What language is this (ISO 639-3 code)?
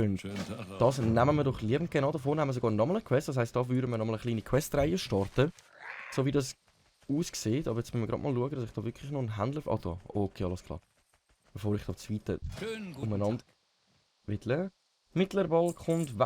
gsw